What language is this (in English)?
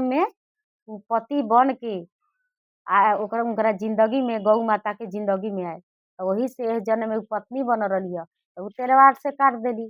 Bhojpuri